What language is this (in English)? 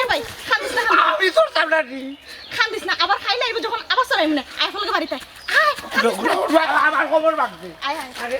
Sylheti